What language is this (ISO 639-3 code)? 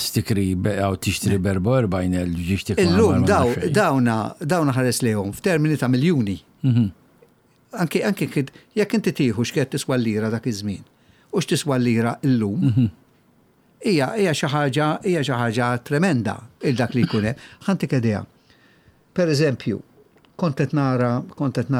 mlt